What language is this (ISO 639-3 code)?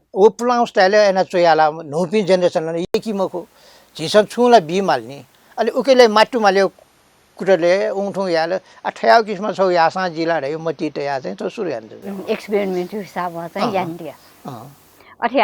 new